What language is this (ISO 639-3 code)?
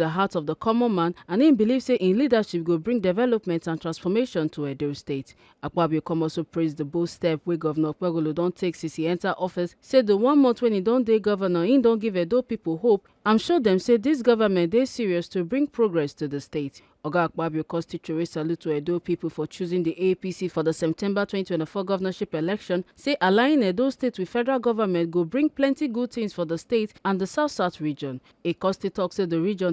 pcm